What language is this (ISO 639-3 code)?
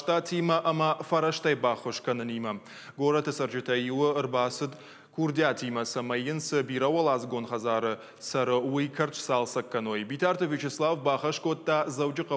oss